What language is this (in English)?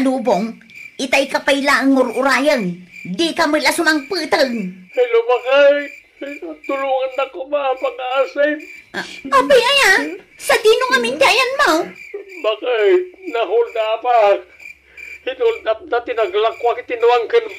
Iloko